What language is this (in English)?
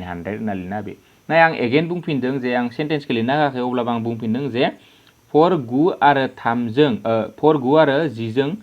Bodo